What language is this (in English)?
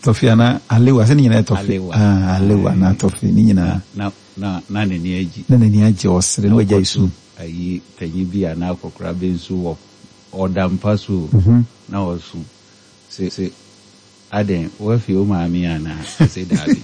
Akan